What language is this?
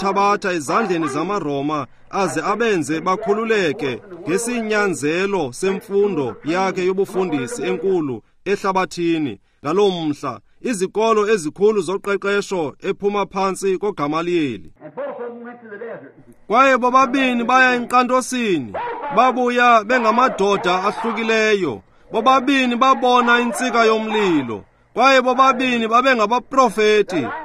Xhosa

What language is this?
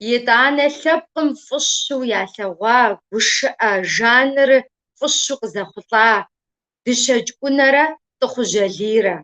Kabardian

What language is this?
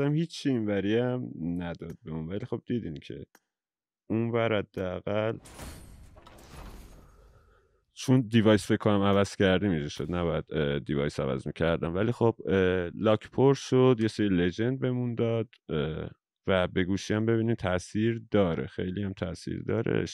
Persian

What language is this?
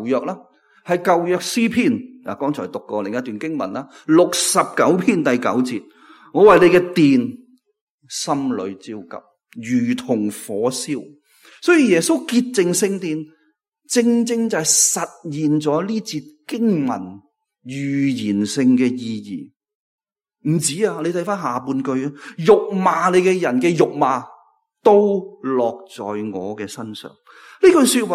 Cantonese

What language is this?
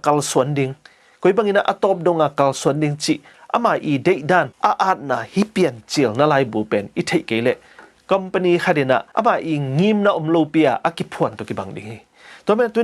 Tedim Chin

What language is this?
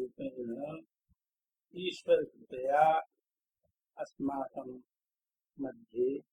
Sanskrit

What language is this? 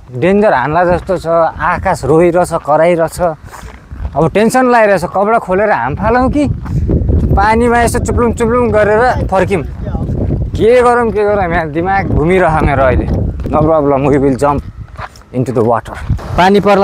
Nepali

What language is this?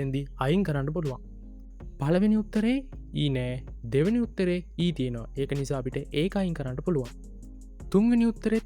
Sinhala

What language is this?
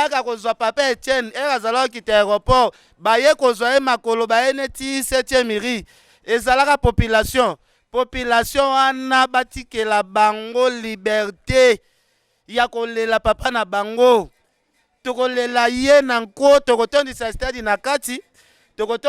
Lingala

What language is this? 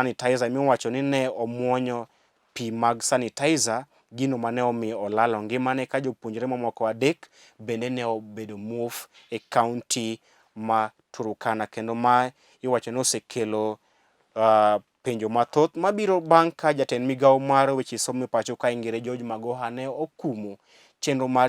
Luo (Kenya and Tanzania)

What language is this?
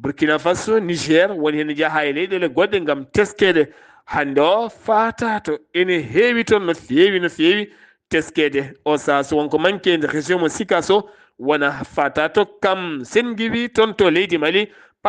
Fula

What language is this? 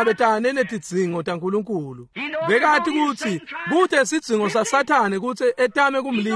Swati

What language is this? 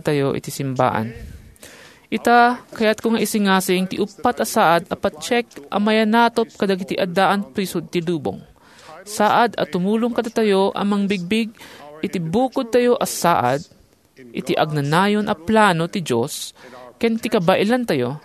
Iloko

